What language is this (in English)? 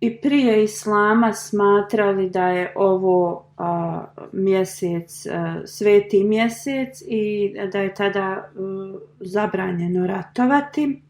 Bosnian